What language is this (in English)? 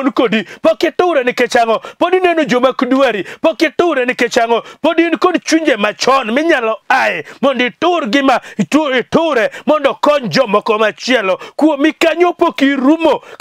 Luo (Kenya and Tanzania)